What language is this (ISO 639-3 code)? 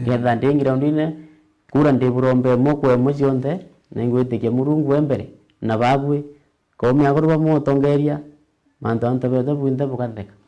mer